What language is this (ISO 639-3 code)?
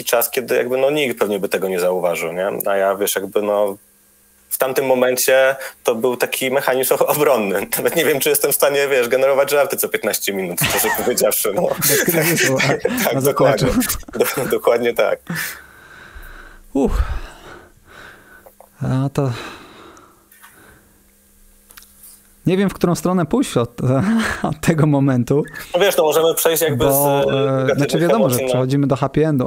pol